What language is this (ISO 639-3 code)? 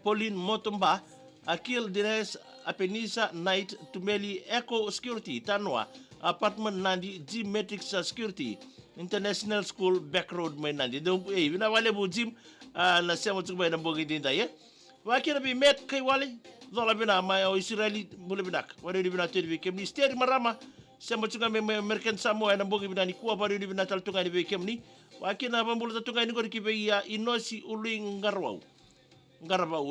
fij